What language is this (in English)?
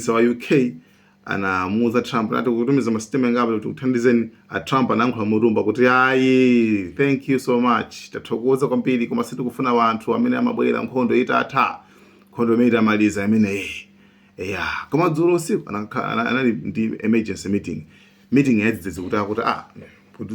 Nyanja